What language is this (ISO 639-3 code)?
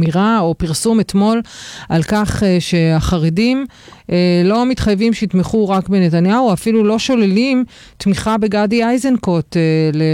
heb